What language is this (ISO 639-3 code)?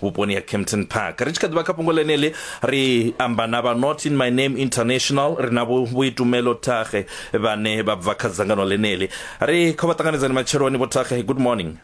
ven